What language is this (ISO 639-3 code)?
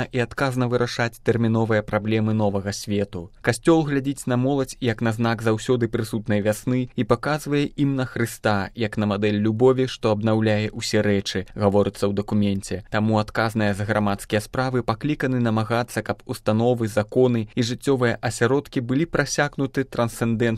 bel